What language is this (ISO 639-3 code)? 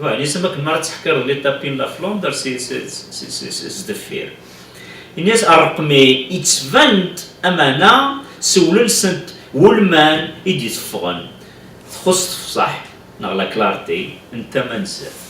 kab